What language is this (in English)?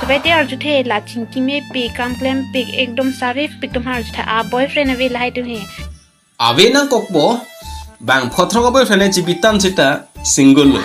Karbi